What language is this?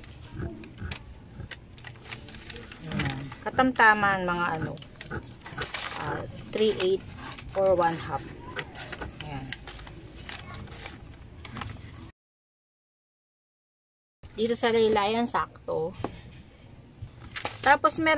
Filipino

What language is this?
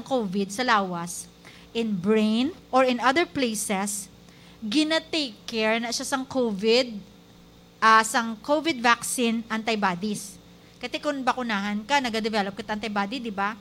Hiligaynon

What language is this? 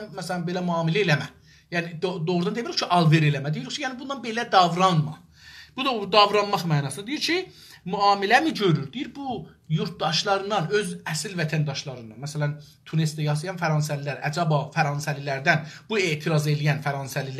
South Azerbaijani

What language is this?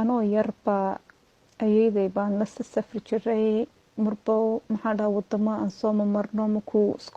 Somali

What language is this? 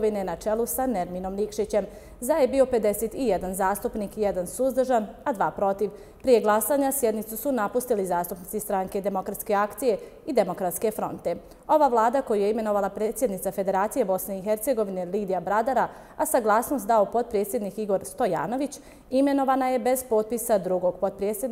Bosnian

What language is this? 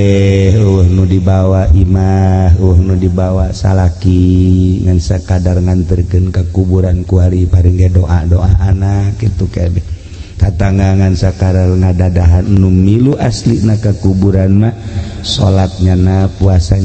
Sundanese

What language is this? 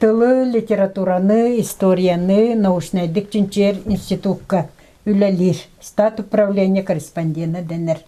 Yakut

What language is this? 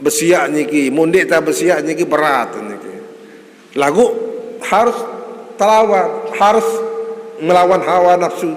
Sasak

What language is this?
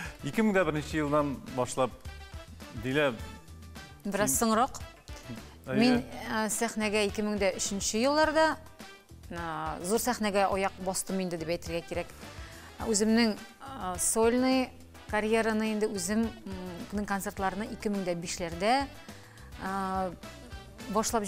Tatar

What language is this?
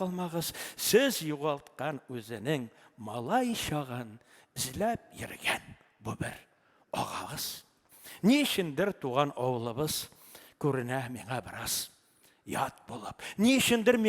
Tatar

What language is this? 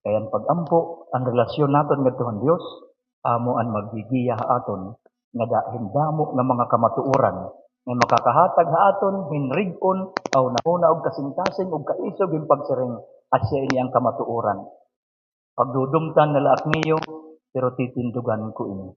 Waray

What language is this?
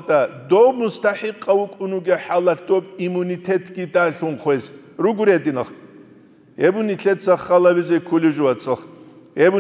Avaric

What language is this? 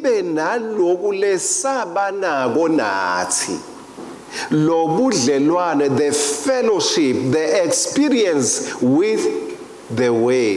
Swati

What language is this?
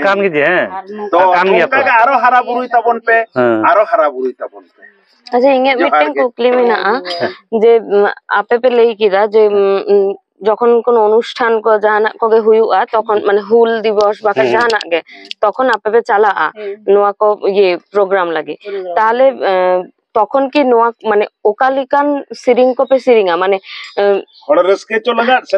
Santali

